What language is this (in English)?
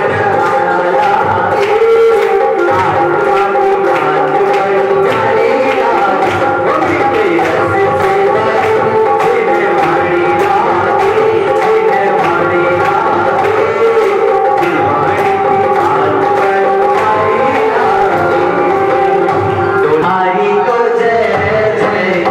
Hindi